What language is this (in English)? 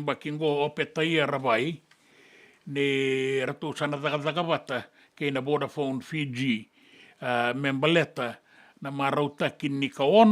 Fijian